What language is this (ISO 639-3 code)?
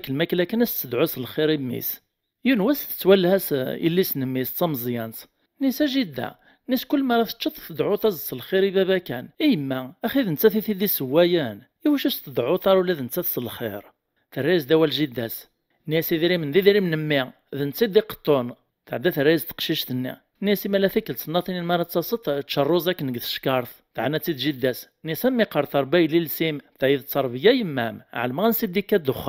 kab